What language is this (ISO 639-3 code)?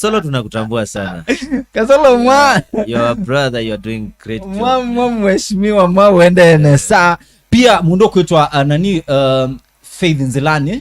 kam